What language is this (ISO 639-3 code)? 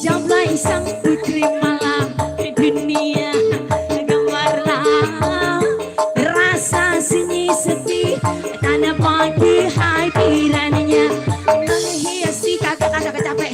bew